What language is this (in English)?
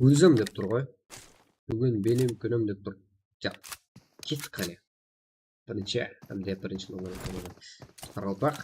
Kara-Kalpak